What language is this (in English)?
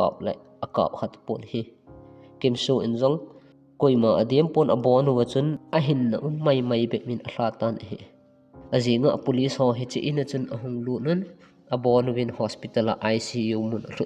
Thado Chin